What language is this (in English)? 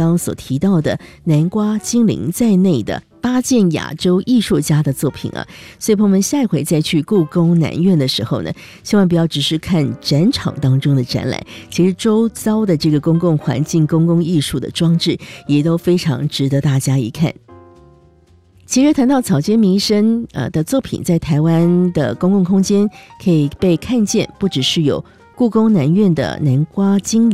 Chinese